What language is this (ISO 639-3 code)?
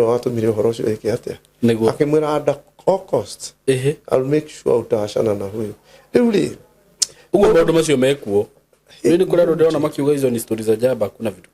kik